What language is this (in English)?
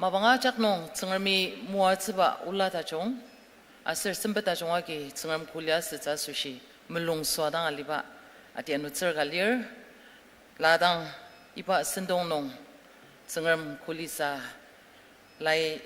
Ao Naga